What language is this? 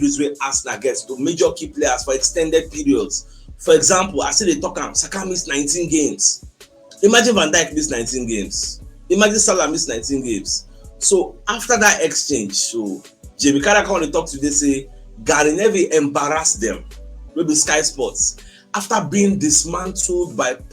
Nigerian Pidgin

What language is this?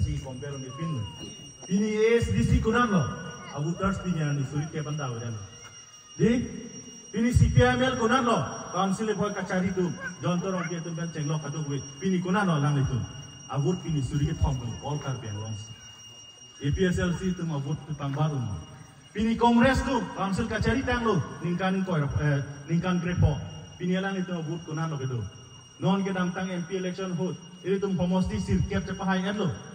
Karbi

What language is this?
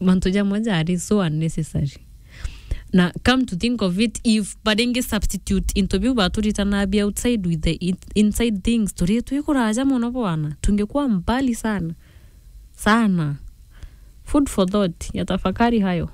Meru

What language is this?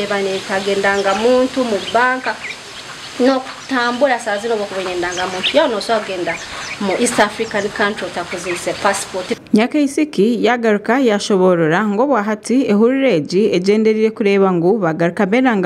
Nyankole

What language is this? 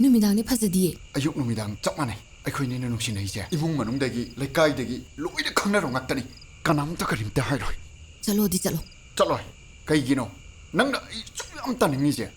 Manipuri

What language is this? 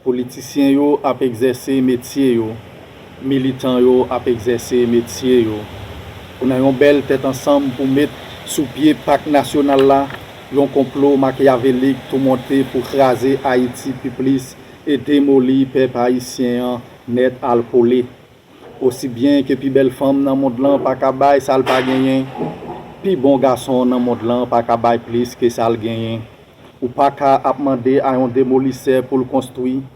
Haitian Creole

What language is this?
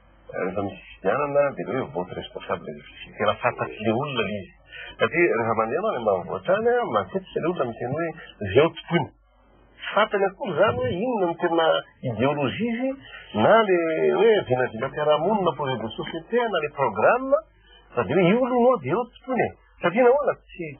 Malagasy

